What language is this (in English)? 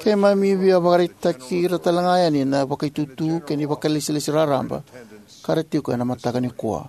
Fijian